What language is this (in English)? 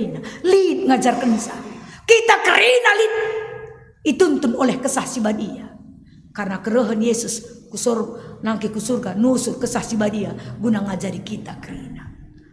Batak Karo